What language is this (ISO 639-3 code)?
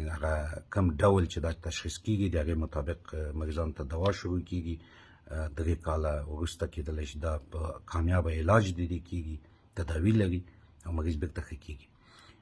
pus